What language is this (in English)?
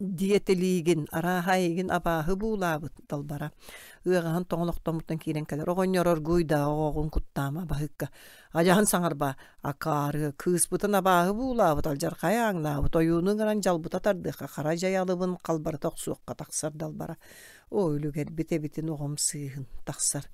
Yakut